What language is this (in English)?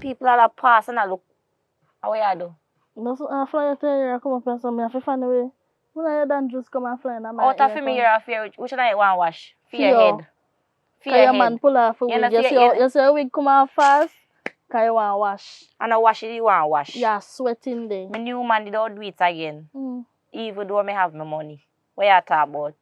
Jamaican Creole English